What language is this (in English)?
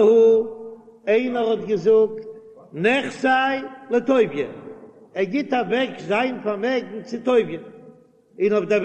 Yiddish